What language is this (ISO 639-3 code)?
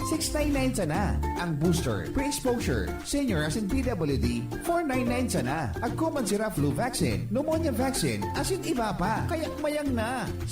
bik